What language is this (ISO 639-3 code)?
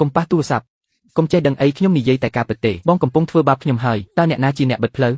khm